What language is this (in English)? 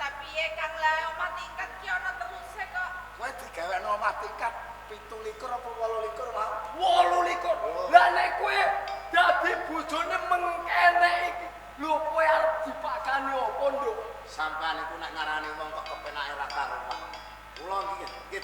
Javanese